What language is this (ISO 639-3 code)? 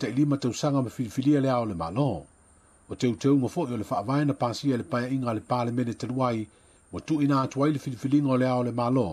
smo